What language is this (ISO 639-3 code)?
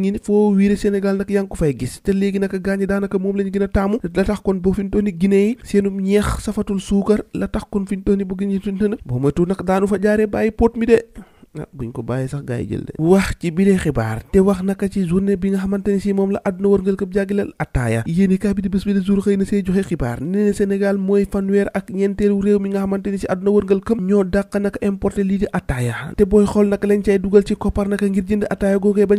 wol